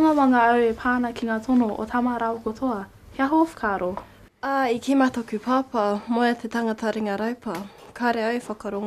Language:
Māori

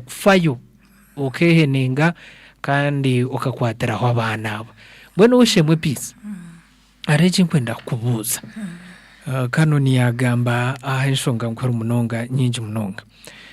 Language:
Nyankole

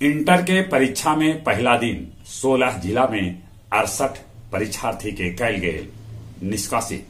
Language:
Magahi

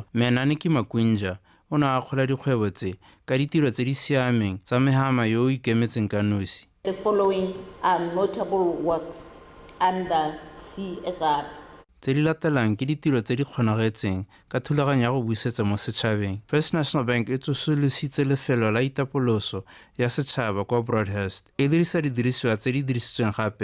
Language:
Tswana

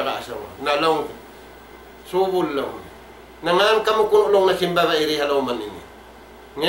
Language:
Tausug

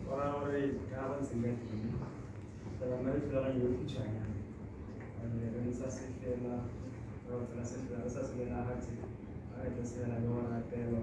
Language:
Tswana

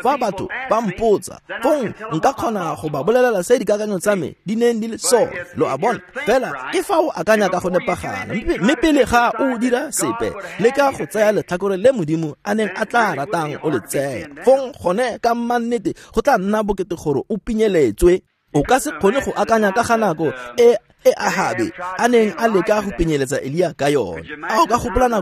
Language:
Tswana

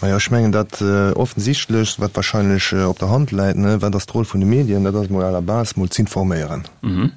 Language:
Luxembourgish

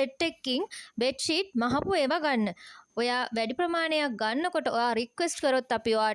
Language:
Sinhala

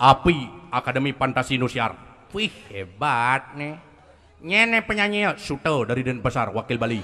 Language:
Balinese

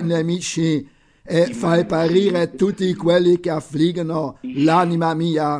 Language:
Italian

